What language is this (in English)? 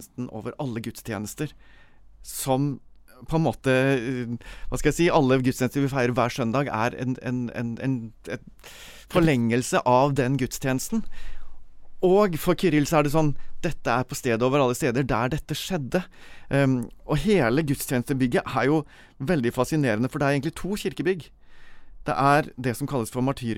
Norwegian